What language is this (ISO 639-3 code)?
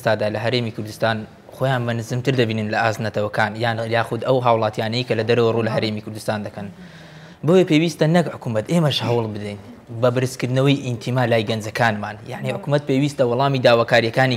ckb